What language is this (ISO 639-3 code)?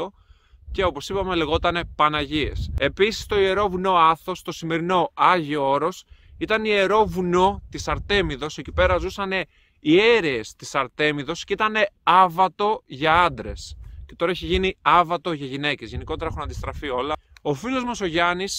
ell